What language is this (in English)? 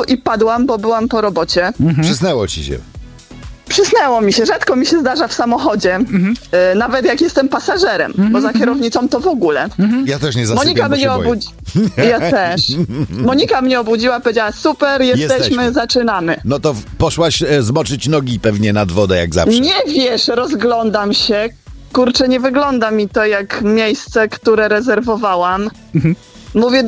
Polish